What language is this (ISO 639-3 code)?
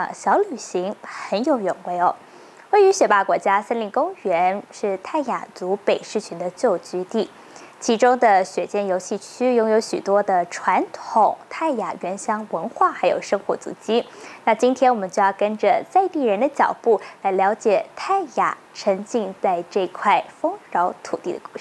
zho